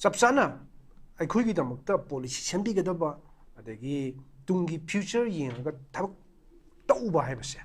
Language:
Manipuri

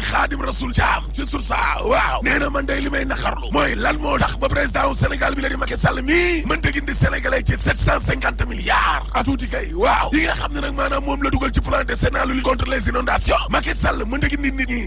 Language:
Wolof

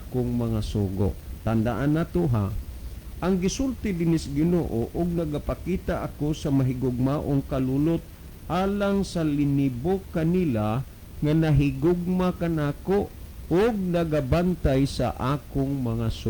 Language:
Cebuano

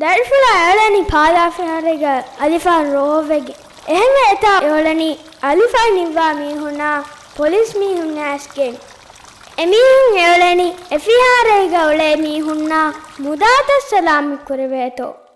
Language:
Divehi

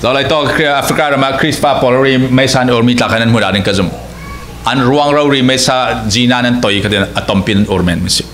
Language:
Falam Chin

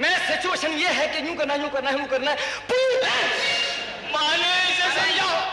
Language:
Hindi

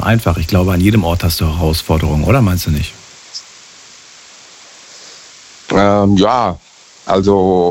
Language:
German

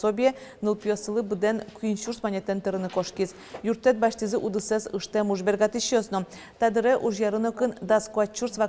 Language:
Udmurt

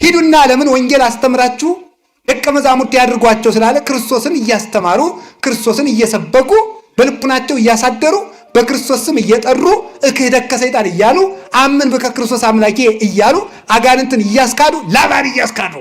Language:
Amharic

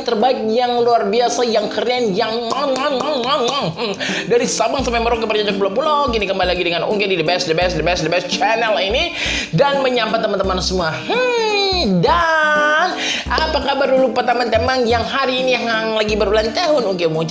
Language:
Manado Malay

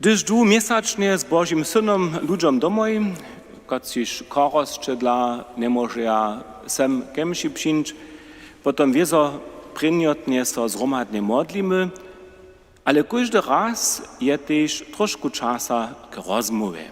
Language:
Upper Sorbian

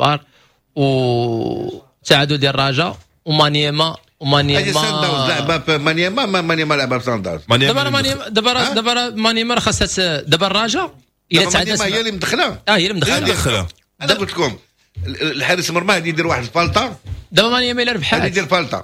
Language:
Moroccan Arabic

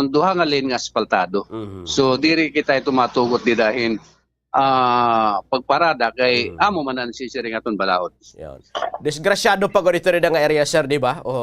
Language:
Waray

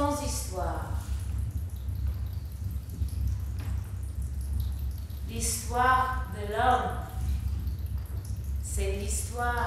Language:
French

